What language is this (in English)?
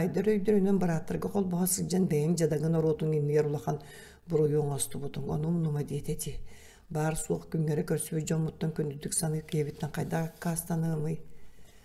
Yakut